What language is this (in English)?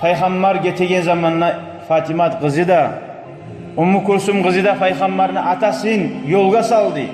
Kumyk